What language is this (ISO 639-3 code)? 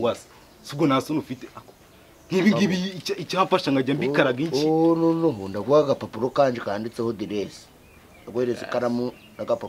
kin